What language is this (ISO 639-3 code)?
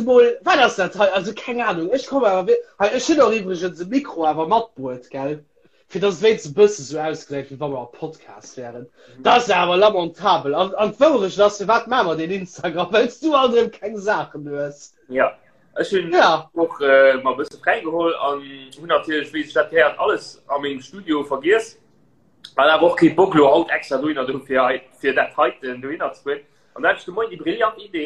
ltz